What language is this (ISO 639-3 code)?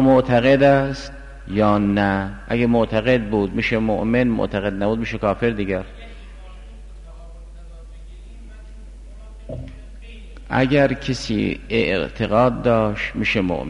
fas